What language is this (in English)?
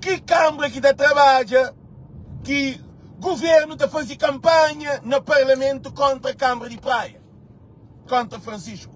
Kabuverdianu